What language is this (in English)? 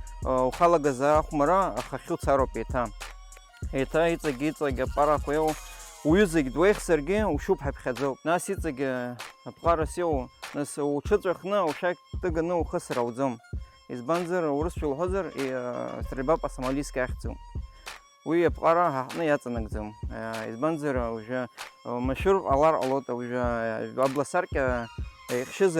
Abkhazian